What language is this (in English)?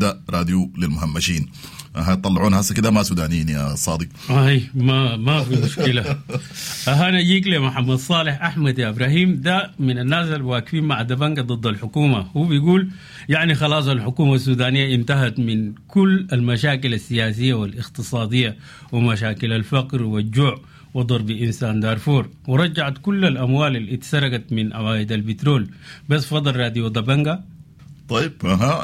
Sudanese Arabic